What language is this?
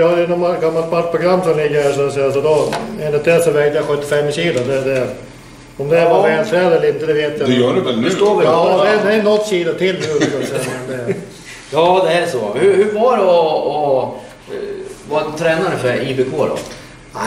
Swedish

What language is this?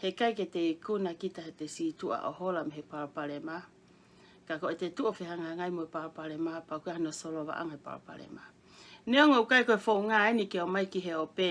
Tongan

